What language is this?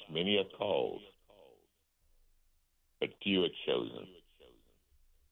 English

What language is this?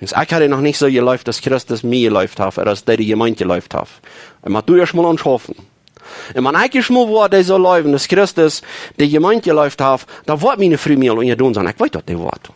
Plautdietsch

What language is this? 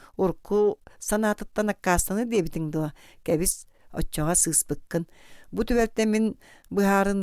Yakut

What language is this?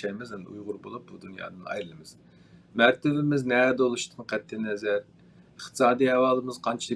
Uyghur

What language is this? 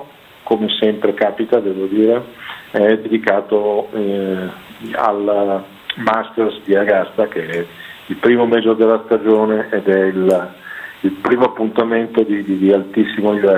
Italian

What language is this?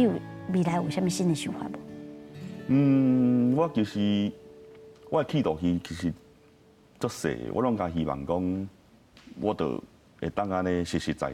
Min Nan Chinese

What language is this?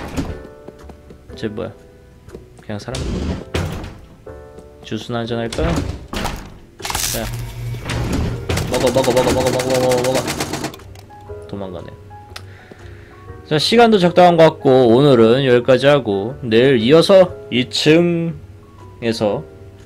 Korean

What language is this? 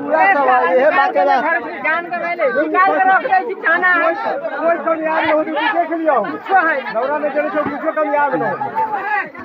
Maithili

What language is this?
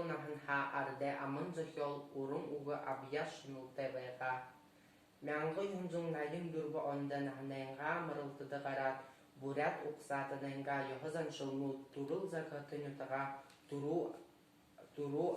Buriat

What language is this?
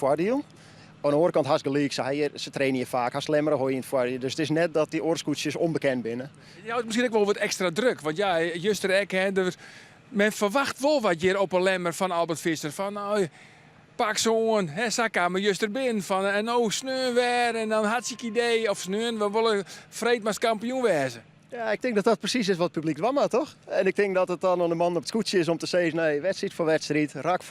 Western Frisian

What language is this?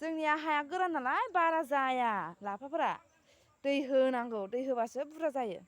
Bodo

